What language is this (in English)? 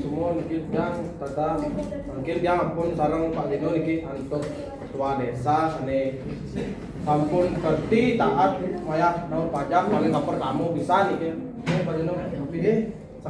Balinese